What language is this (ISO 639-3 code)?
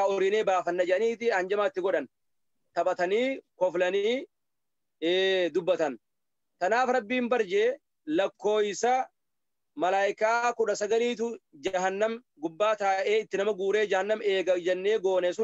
orm